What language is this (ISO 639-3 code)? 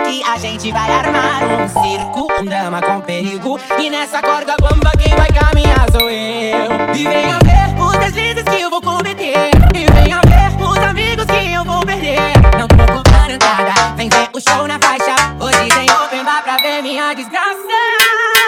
por